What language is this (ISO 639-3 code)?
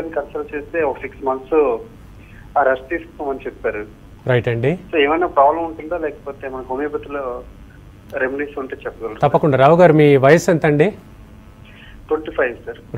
tel